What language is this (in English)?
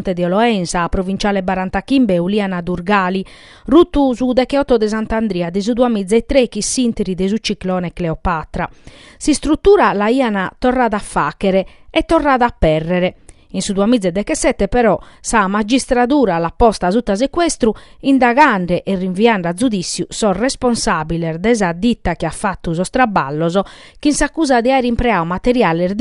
Sardinian